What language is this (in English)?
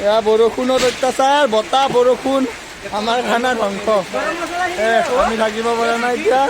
Assamese